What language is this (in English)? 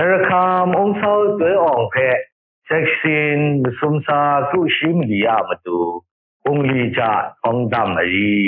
Kachin